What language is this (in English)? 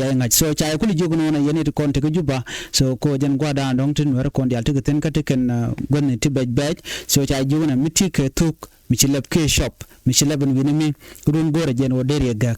Nuer